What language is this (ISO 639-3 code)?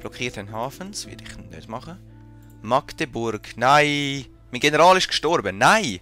gsw